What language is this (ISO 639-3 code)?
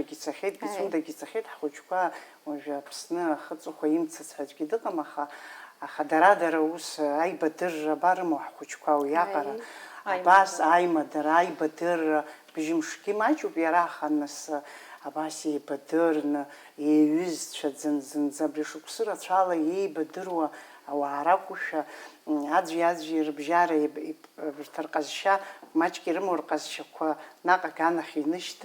abk